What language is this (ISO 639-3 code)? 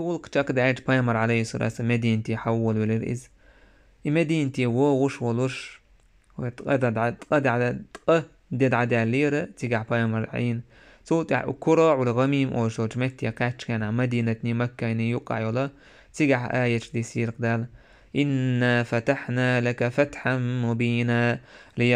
che